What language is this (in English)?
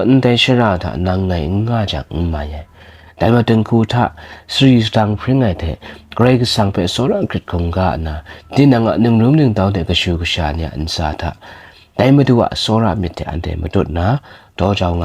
Kachin